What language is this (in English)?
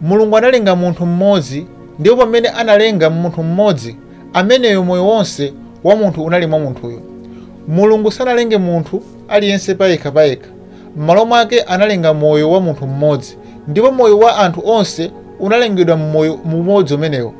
Nyanja